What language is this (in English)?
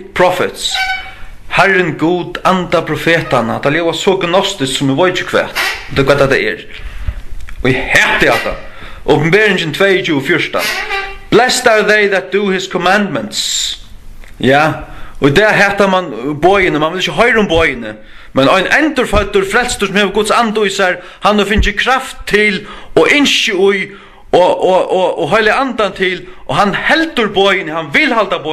Faroese